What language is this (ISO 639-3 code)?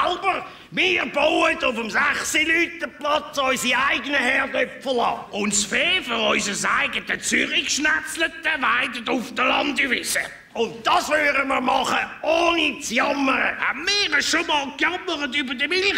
gsw